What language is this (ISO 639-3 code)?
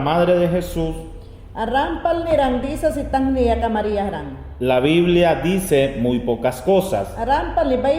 yan